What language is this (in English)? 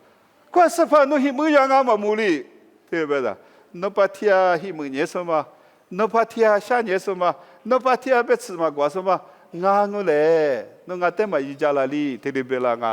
Lisu